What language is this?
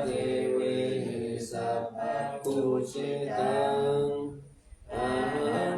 Pali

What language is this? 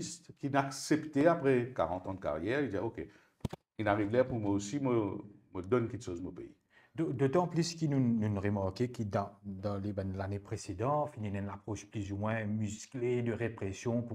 Morisyen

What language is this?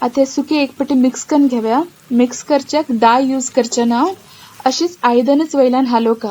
Konkani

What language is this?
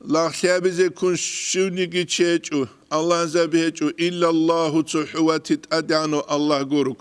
Avaric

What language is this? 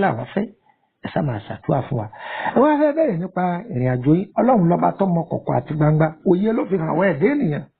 Yoruba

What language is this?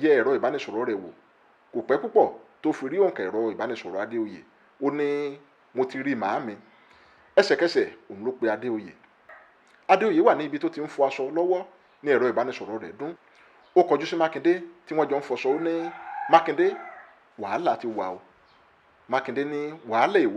Yoruba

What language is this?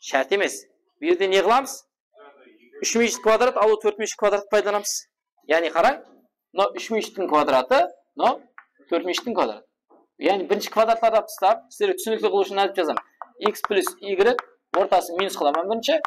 Kara-Kalpak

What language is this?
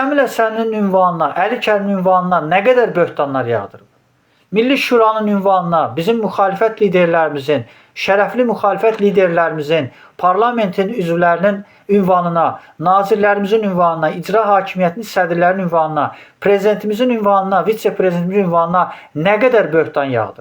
Azerbaijani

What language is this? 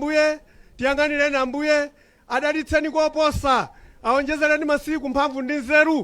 Nyanja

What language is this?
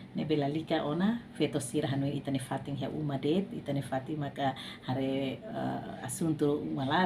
Tetum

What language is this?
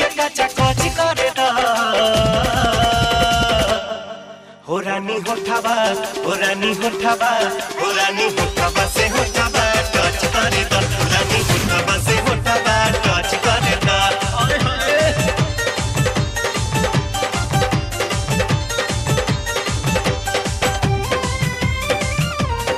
Bhojpuri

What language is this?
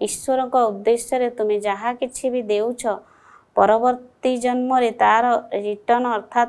Odia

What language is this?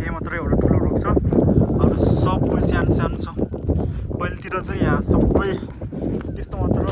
Nepali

